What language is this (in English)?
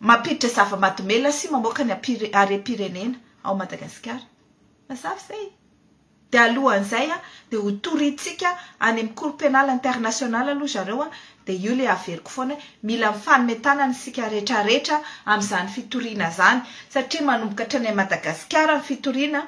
Malagasy